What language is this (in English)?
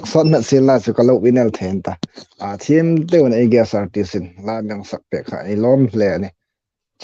Hmar